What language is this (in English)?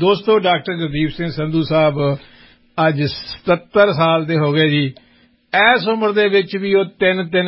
Punjabi